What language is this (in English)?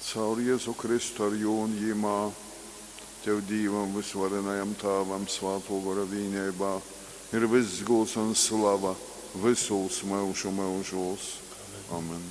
Latgalian